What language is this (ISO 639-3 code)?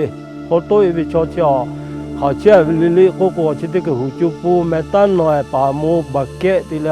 lhu